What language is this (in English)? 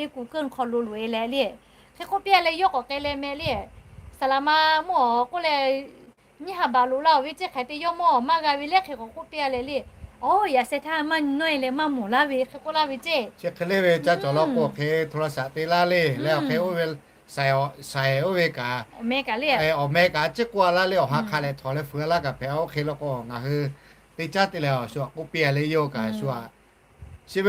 Lahu